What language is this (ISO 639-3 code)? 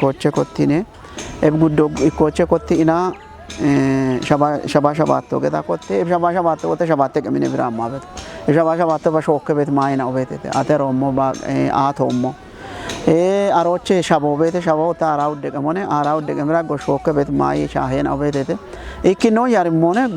kbr